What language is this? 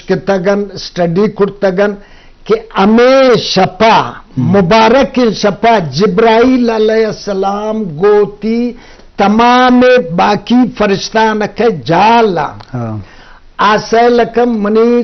Eastern Balochi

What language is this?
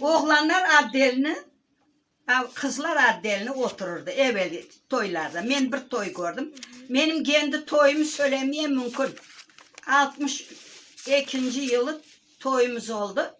Crimean Tatar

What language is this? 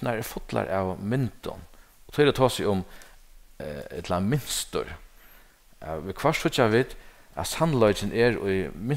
Faroese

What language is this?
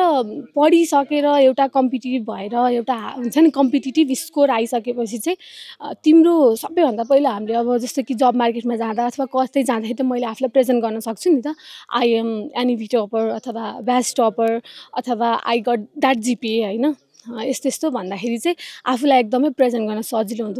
Nepali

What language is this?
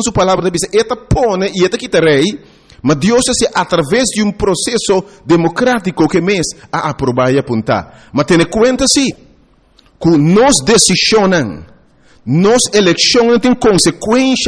Papiamento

